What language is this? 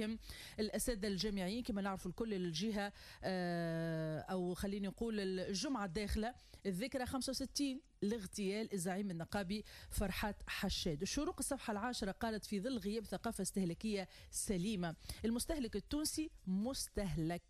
Tunisian Arabic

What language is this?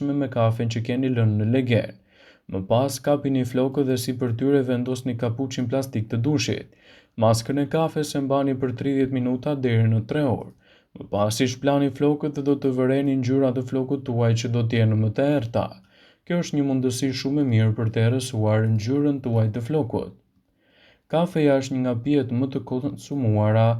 Albanian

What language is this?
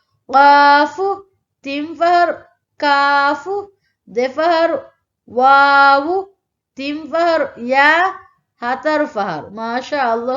Divehi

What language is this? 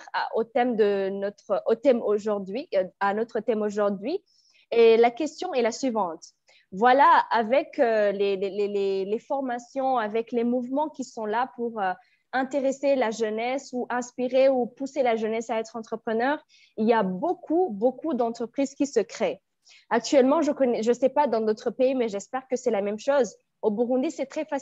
French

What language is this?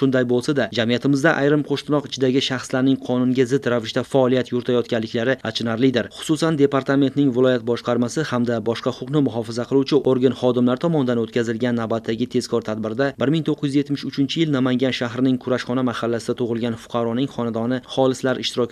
Uzbek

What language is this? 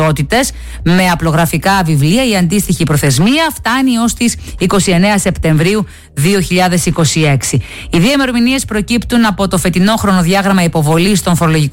Greek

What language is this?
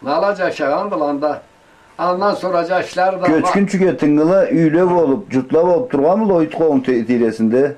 Karachay-Balkar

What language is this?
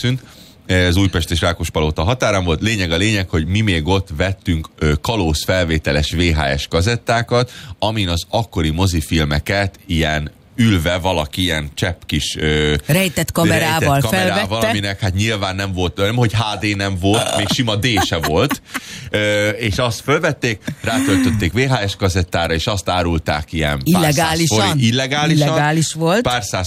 Hungarian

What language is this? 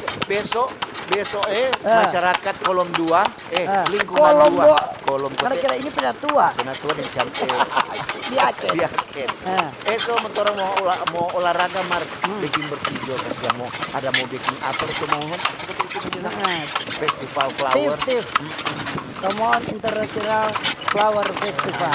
Manado Malay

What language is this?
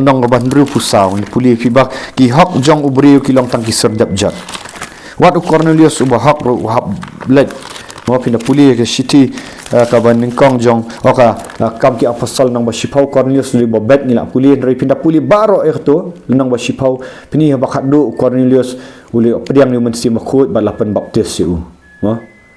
Khasi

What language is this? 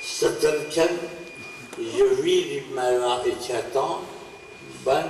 Zaza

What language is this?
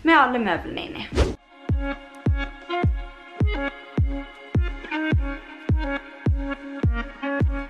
Norwegian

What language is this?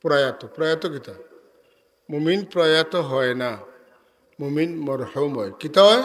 Sylheti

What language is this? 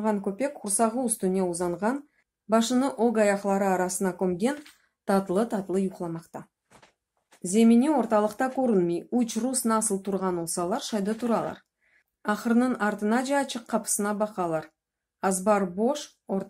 Crimean Tatar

